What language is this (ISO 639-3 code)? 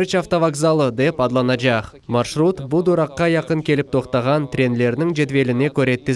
crh